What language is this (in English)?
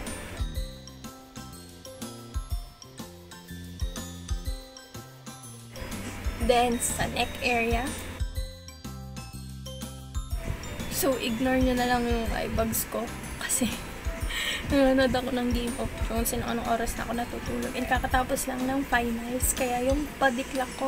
Filipino